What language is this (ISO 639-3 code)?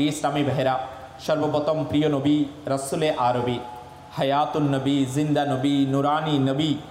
ben